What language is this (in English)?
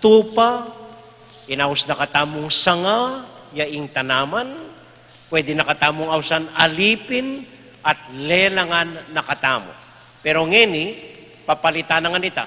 Pampanga